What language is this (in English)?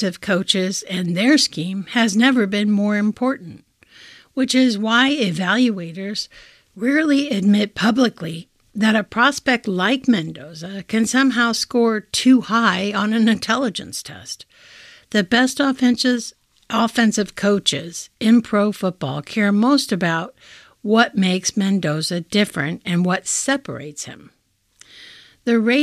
English